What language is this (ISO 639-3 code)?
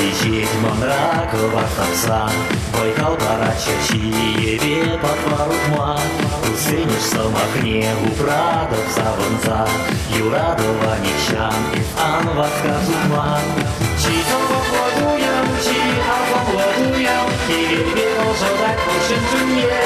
chv